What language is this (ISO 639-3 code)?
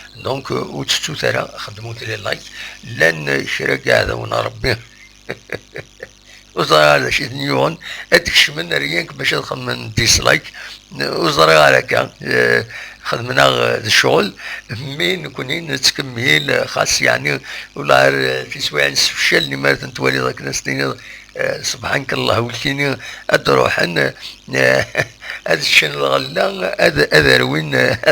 kab